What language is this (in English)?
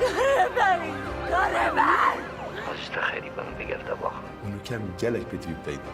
Kurdish